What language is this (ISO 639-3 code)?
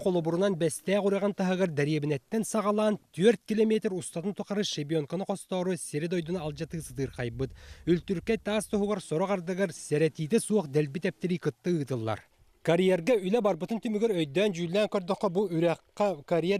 sah